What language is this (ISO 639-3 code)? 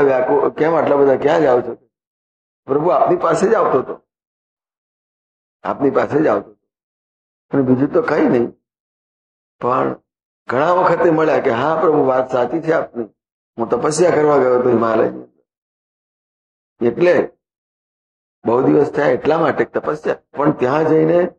guj